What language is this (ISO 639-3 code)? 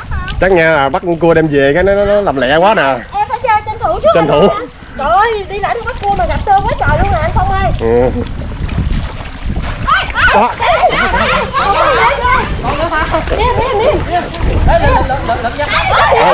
vie